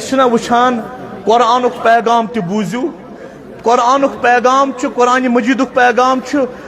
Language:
Kashmiri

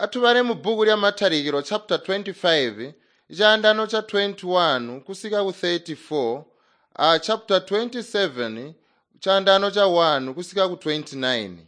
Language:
Tonga (Zambia)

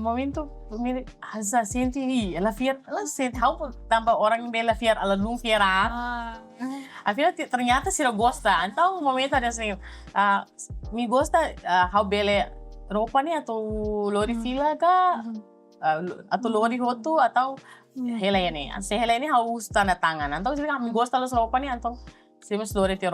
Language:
Tetum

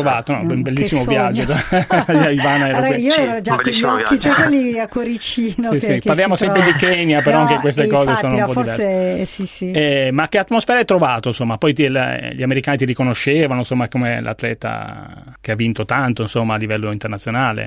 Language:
Italian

